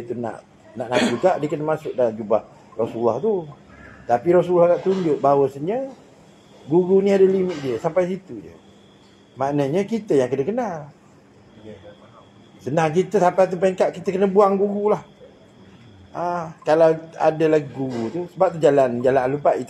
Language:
Malay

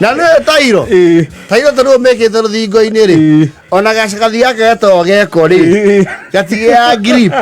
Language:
Kikuyu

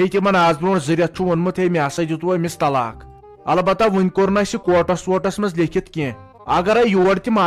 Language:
Kashmiri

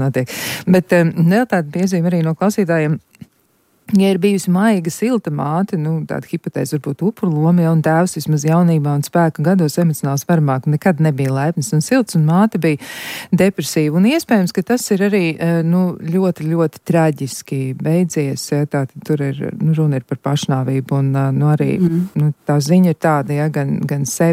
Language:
Latvian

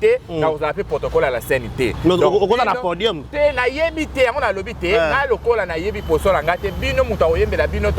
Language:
Lingala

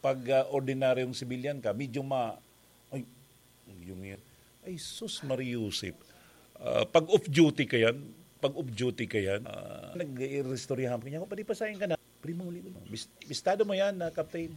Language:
Bikol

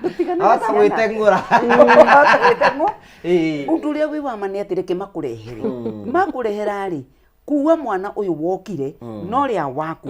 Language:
Kikuyu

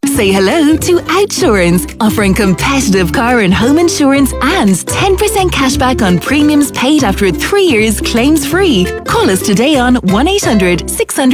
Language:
English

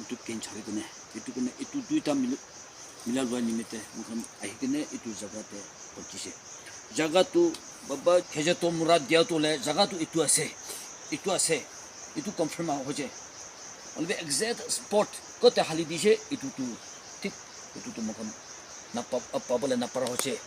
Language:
Naga Pidgin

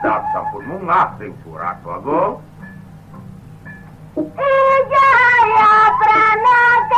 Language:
Balinese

